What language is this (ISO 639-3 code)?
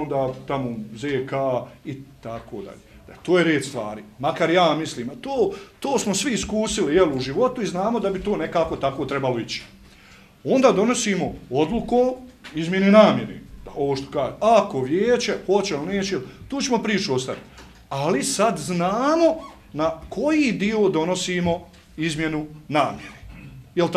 bos